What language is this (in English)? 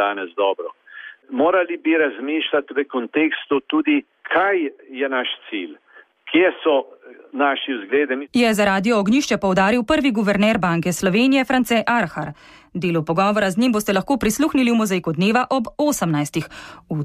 Slovenian